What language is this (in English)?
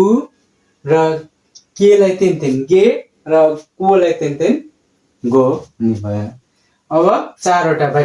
Nepali